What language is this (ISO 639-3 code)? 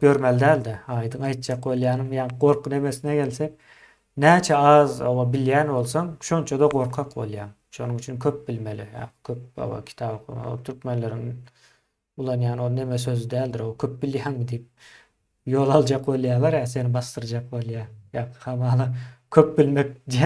tuk